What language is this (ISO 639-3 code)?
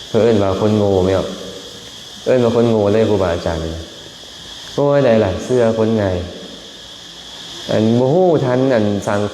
lao